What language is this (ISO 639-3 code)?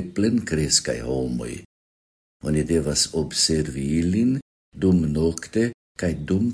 epo